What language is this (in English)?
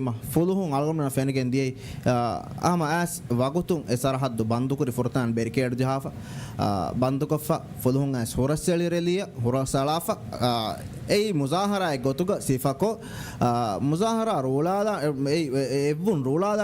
Divehi